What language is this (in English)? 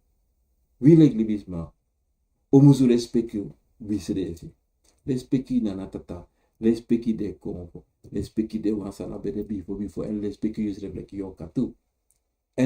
Sranan Tongo